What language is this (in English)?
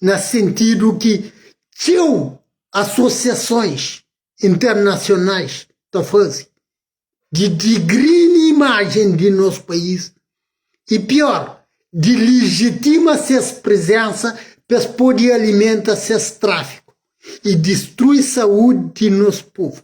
Kabuverdianu